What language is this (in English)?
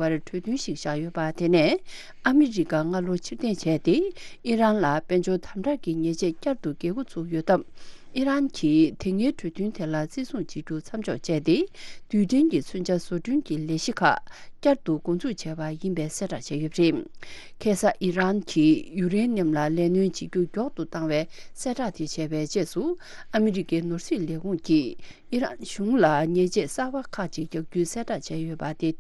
Tibetan